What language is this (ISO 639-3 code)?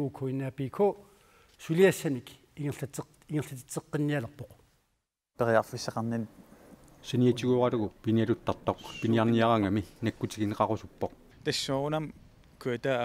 kal